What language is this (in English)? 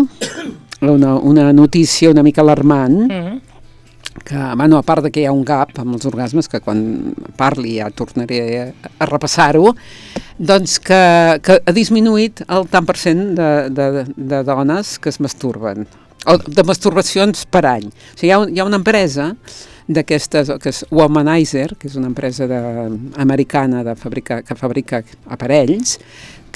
Catalan